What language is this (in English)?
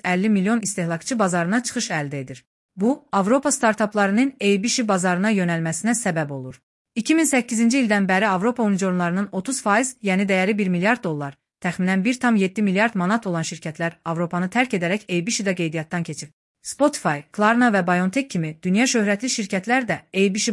Azerbaijani